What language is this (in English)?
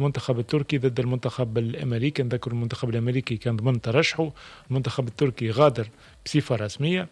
Tunisian Arabic